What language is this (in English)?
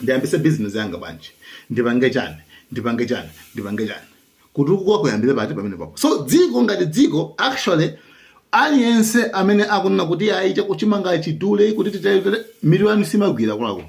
Nyanja